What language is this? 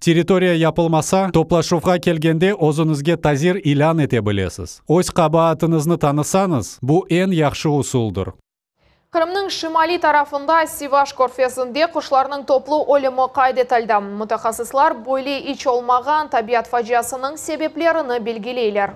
Crimean Tatar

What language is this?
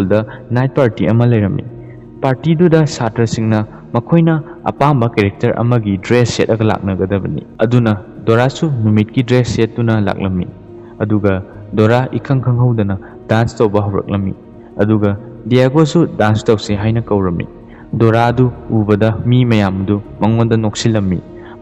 Manipuri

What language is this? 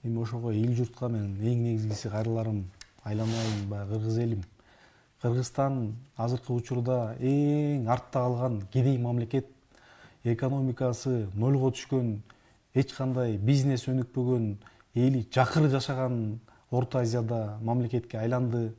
Kyrgyz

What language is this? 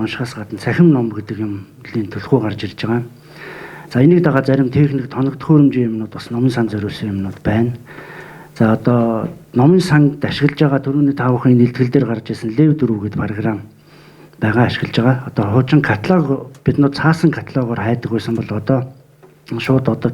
Mongolian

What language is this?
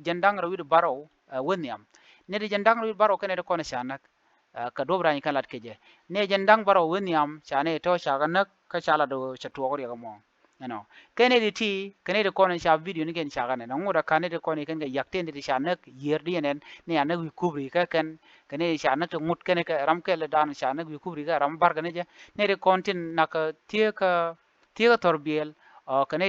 Nuer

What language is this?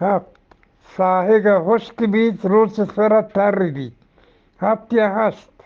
Eastern Balochi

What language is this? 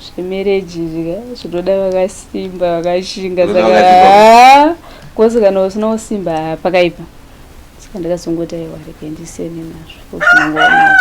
Shona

